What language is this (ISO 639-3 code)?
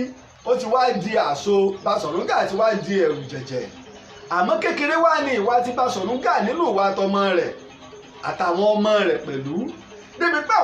yor